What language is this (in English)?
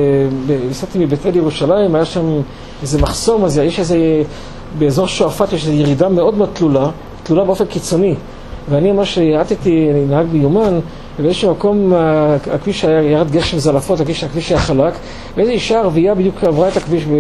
Hebrew